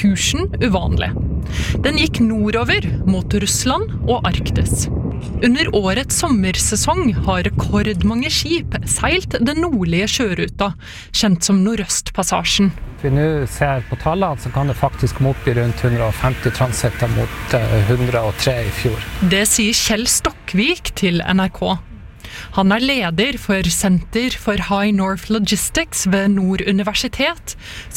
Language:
Norwegian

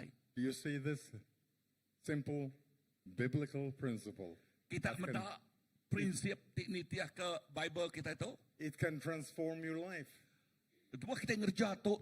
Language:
Iban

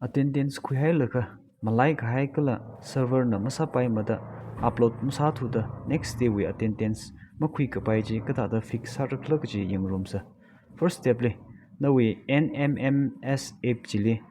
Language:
Tangkhul Naga (India)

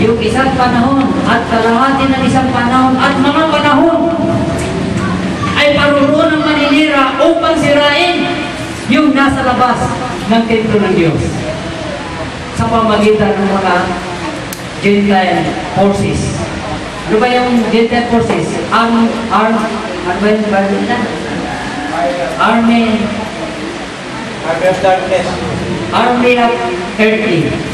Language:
Filipino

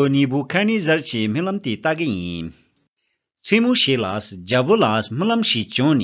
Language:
Tibetan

